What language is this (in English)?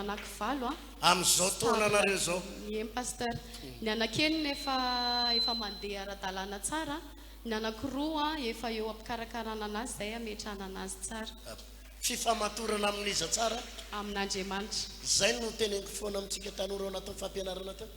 Malagasy